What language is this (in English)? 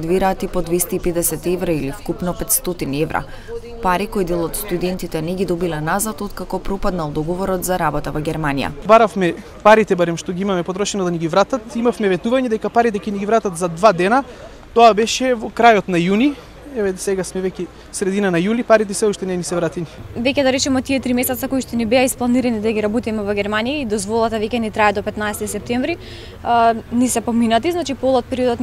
Macedonian